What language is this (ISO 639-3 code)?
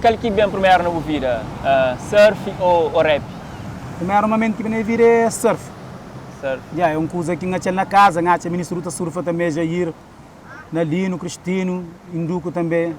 kea